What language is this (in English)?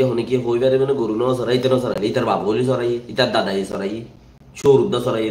Rohingya